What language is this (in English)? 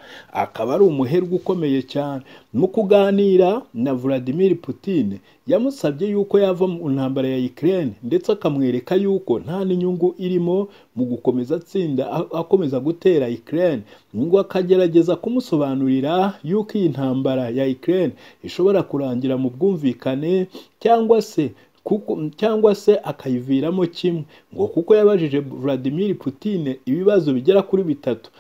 Kinyarwanda